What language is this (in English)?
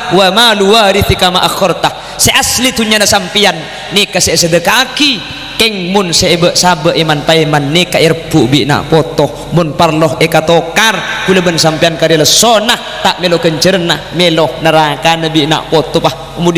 Madurese